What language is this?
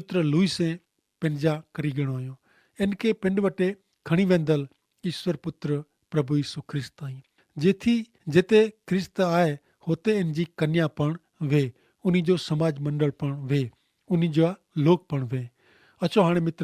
Kachhi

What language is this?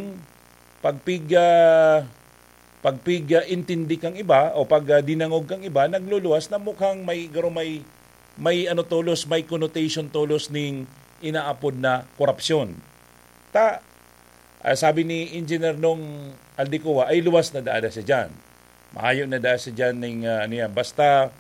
Bikol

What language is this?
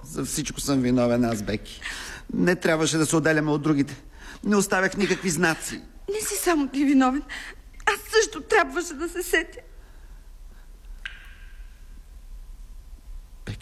Bulgarian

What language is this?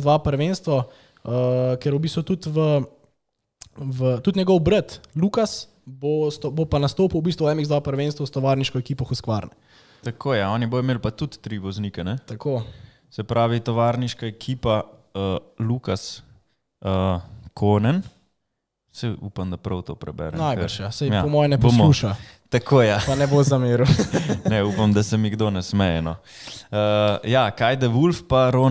Slovenian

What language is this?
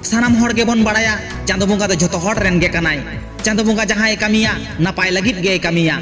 Santali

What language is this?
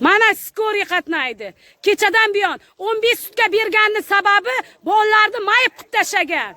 Uzbek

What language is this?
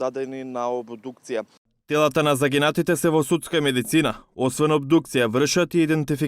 Macedonian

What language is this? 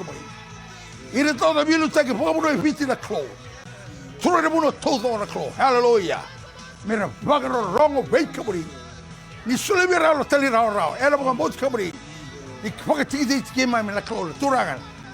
Fijian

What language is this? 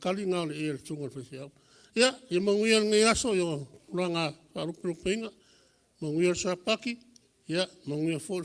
Samoan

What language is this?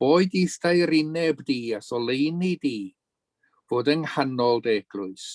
Welsh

